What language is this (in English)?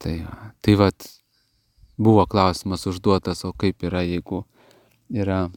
Lithuanian